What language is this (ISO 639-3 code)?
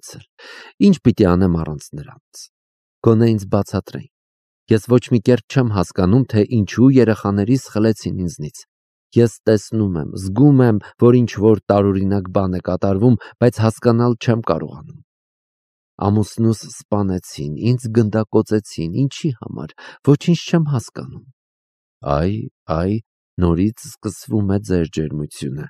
hye